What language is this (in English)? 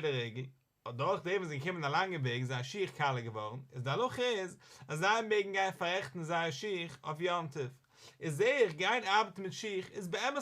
Yiddish